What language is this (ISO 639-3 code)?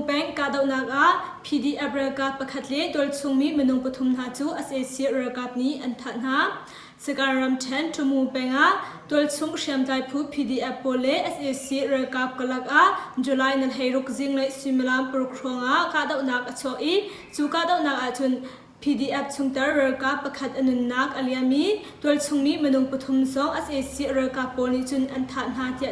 cnh